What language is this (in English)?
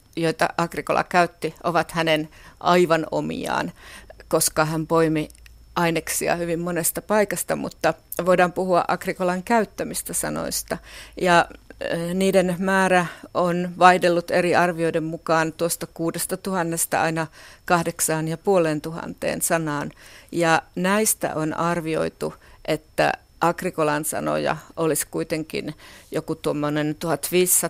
Finnish